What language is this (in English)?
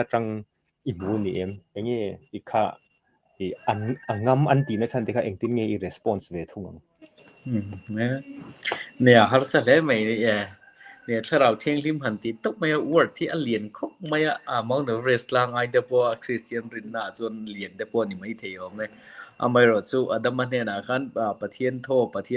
Mizo